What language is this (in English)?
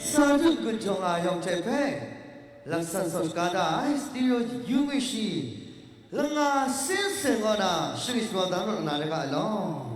Kachin